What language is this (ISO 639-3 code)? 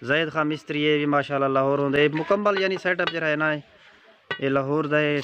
skr